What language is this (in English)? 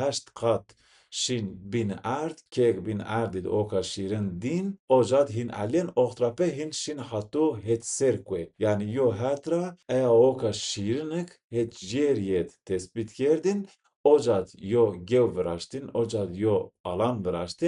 Zaza